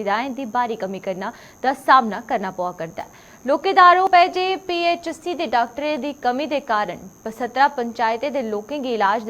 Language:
Dogri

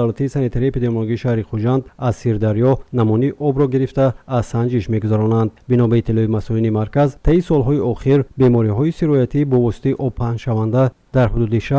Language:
Tajik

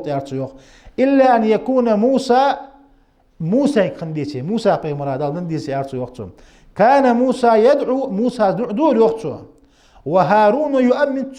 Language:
Ingush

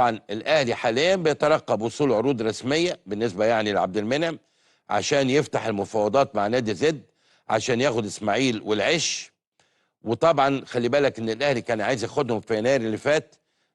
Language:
Egyptian Arabic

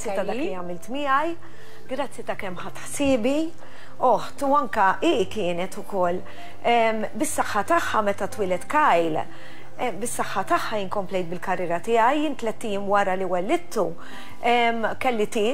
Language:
Maltese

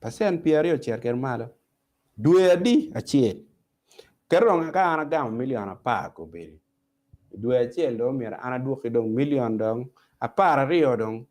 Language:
Acoli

